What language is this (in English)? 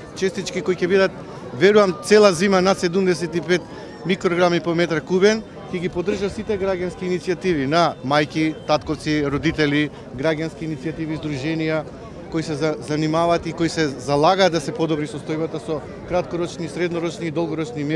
Macedonian